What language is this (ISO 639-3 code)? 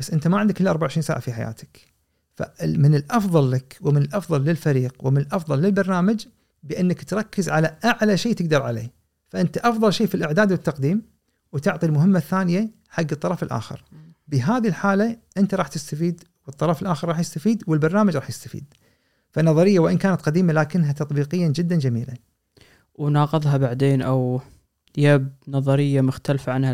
afb